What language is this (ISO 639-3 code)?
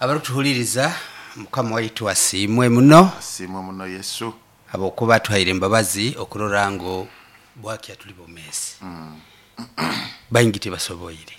nyo